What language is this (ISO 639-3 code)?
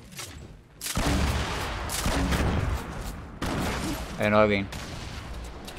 dan